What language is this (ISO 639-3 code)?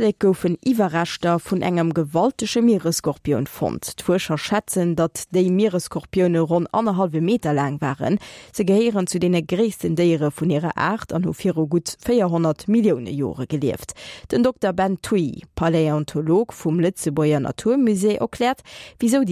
ltz